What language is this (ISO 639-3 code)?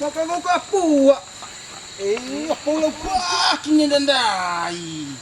btx